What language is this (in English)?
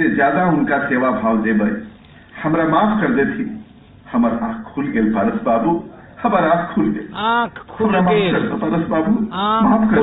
Magahi